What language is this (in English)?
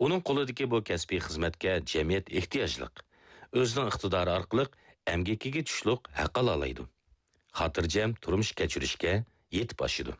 Uyghur